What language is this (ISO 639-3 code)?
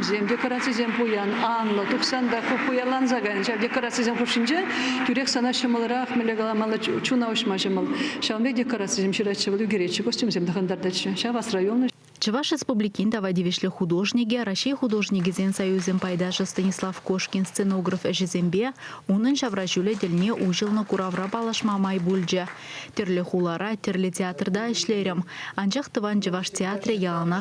chv